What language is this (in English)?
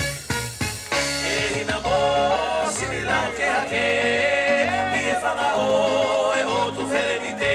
Tongan